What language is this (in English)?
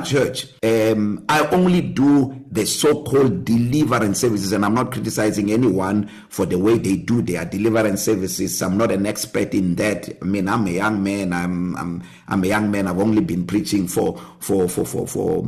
English